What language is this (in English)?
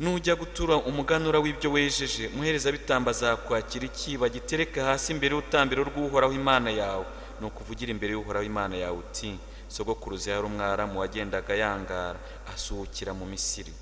Kinyarwanda